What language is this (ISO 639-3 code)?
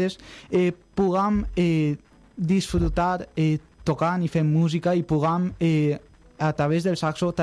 cat